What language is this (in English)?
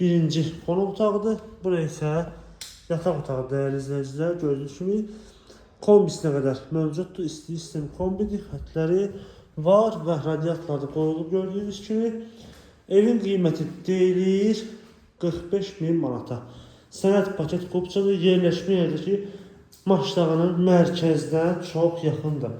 Azerbaijani